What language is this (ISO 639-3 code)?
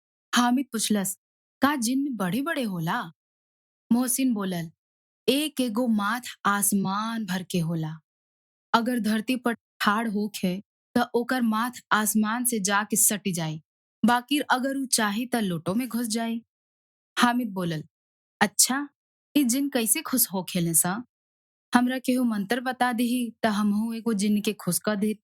bho